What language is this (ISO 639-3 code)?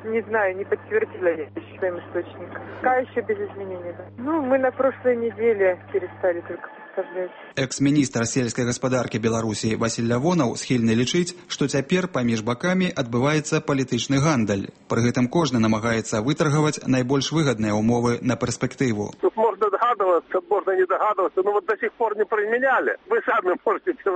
bel